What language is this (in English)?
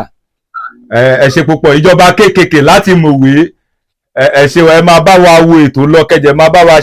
Yoruba